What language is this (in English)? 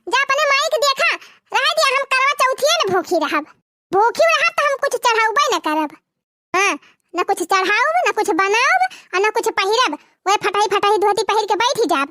Awadhi